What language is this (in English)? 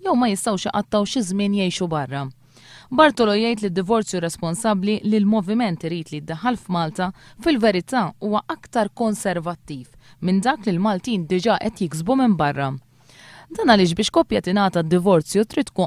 Maltese